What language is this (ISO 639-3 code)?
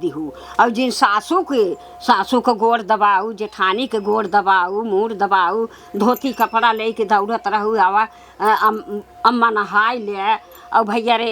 awa